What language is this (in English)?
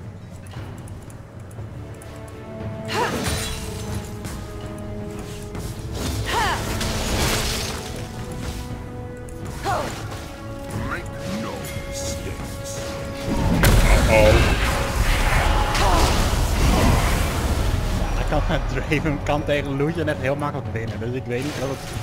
Dutch